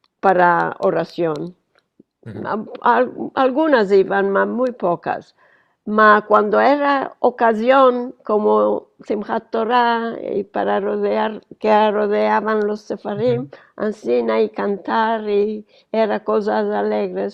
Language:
Ladino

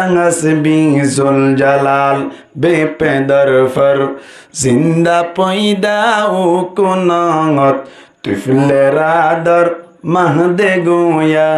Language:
Rohingya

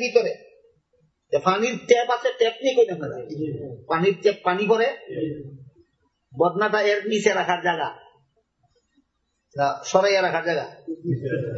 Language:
Bangla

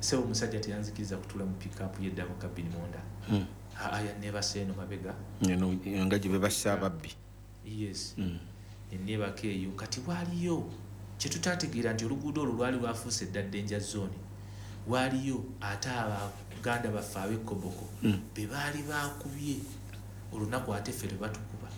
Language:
Ganda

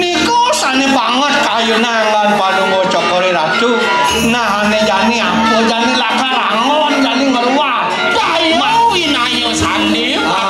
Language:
Balinese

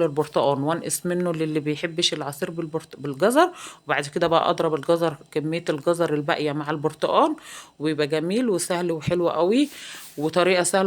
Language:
Egyptian Arabic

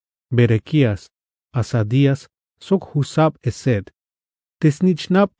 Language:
Tzeltal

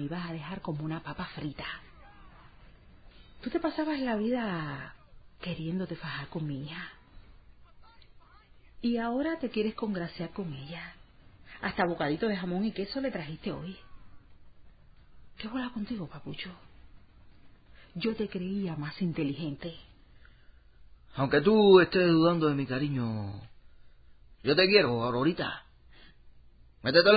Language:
Spanish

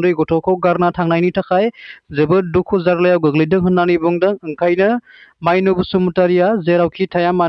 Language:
Bodo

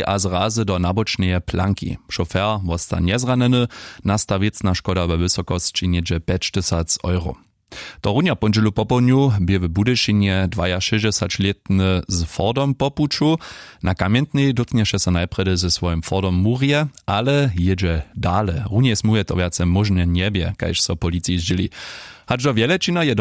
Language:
Upper Sorbian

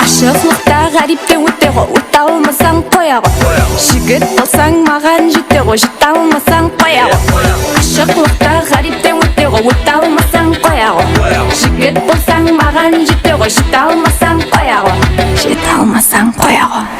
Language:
Kara-Kalpak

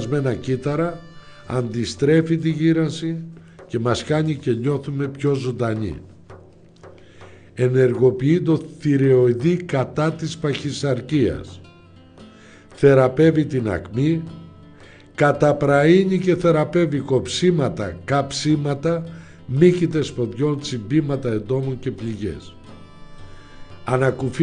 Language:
Greek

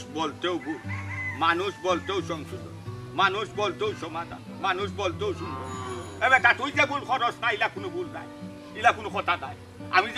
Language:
Sylheti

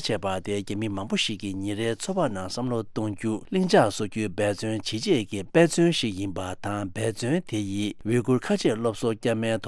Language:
Tibetan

